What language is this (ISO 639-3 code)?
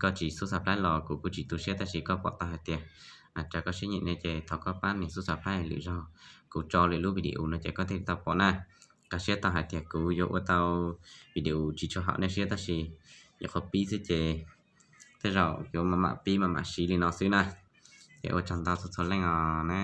hmn